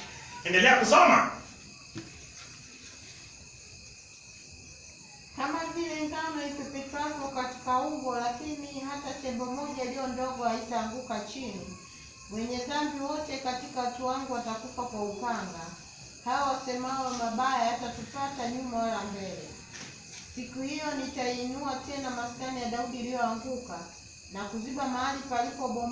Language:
Swahili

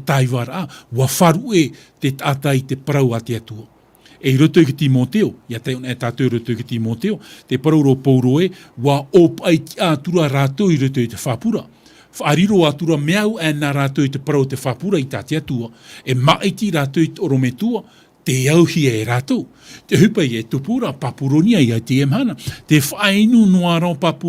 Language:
Tahitian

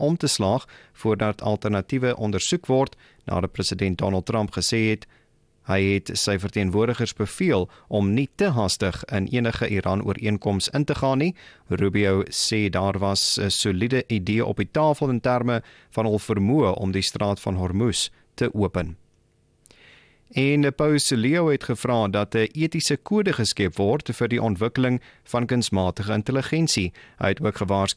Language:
Afrikaans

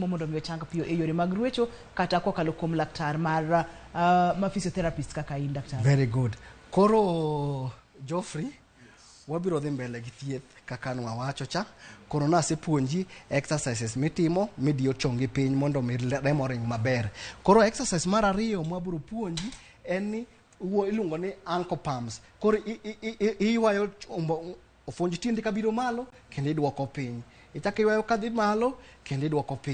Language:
Luo (Kenya and Tanzania)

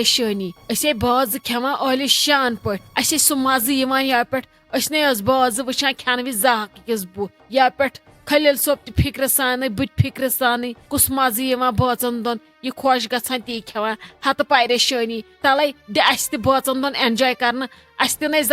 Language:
Kashmiri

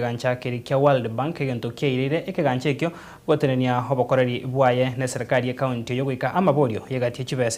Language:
Gusii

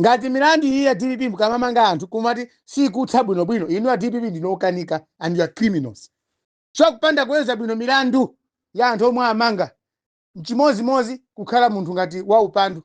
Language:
Nyanja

